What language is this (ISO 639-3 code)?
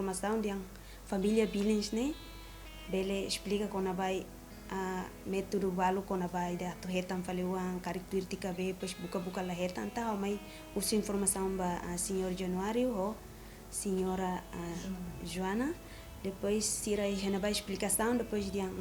tet